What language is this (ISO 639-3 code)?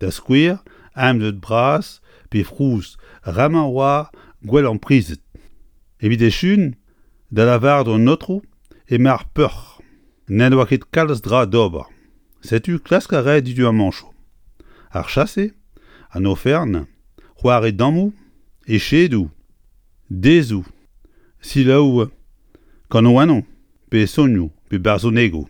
bre